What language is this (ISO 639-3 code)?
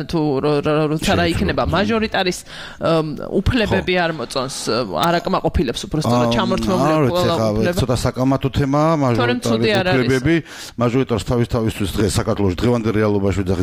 kat